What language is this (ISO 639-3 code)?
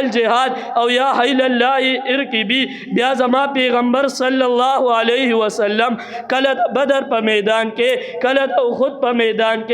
pus